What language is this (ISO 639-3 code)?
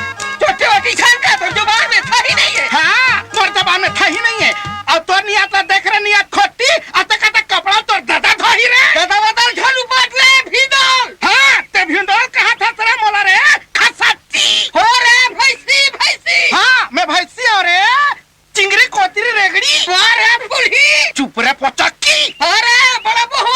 hne